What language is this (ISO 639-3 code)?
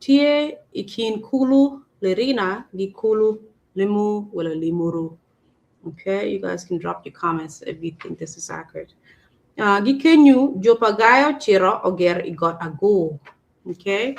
ach